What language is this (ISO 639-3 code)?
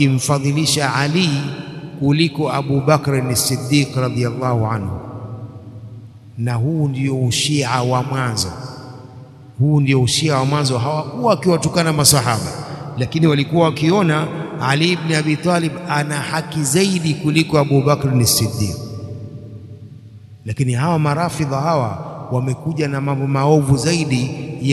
swa